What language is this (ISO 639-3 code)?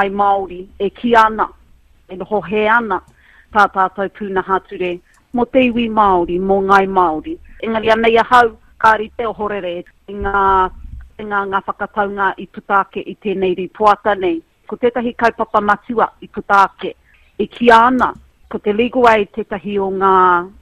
mri